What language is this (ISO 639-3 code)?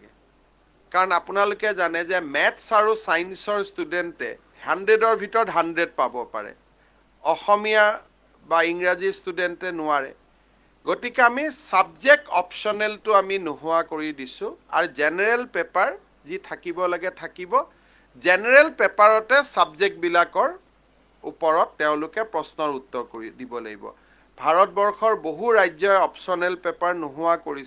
asm